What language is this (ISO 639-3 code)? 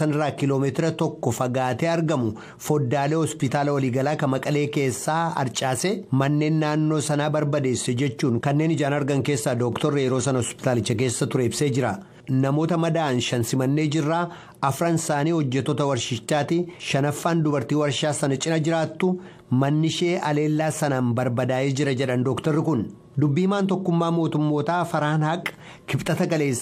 orm